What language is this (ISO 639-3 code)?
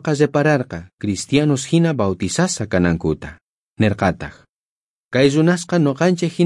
quh